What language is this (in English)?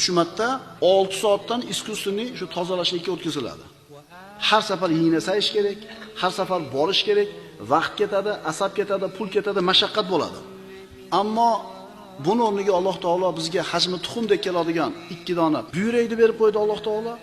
Uzbek